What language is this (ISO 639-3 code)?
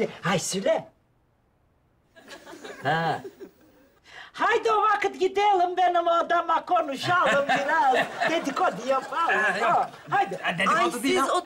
tur